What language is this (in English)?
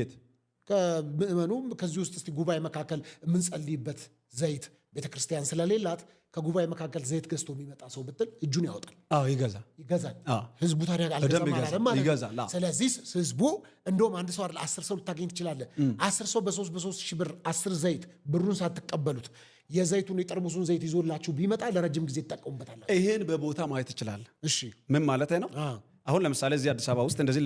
Amharic